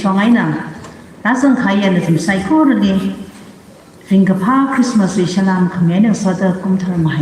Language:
Tangkhul Naga (India)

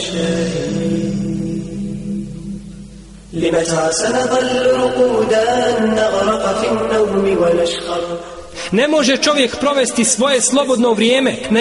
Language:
Bosnian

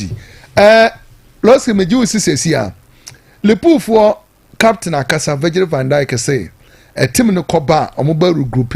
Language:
Akan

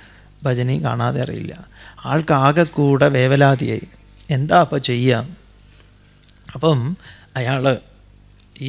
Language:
Malayalam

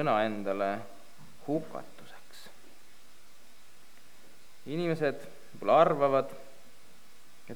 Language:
Estonian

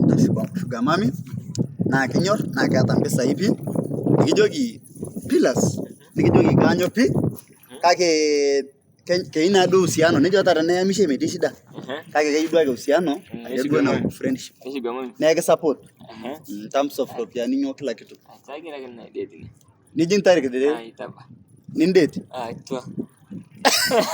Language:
Masai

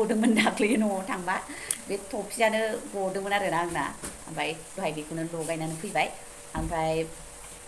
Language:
Bodo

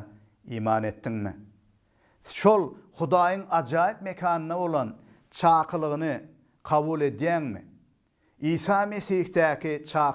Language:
Turkmen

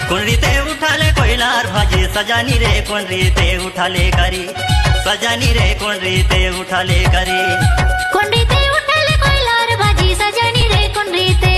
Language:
Chhattisgarhi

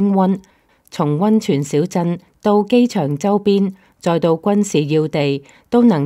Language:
Cantonese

